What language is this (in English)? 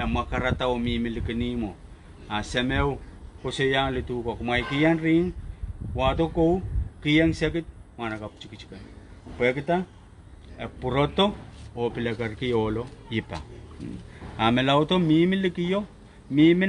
Pohnpeian